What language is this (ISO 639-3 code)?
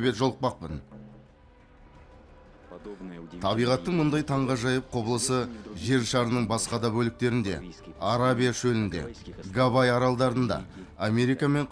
kaz